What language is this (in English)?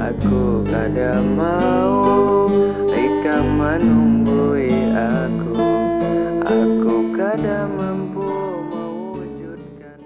Banjar